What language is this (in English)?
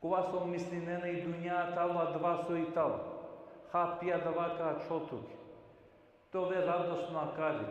Balkan Romani